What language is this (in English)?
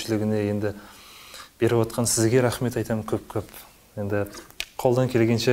Kazakh